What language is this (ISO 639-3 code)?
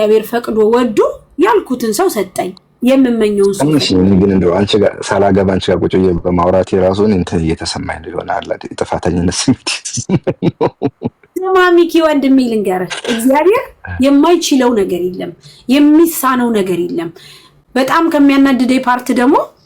amh